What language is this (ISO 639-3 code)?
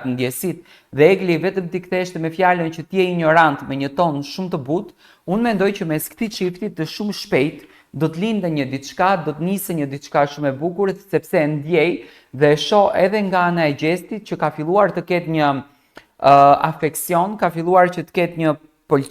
sqi